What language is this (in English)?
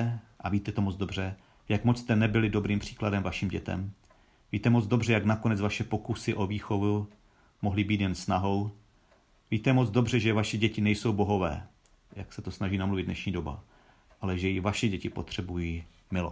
Czech